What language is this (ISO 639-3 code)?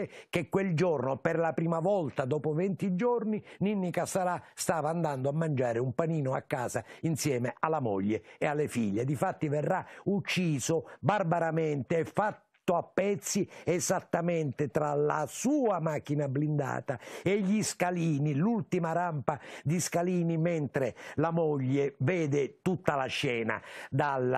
ita